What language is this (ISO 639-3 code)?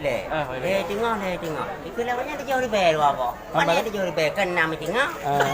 ace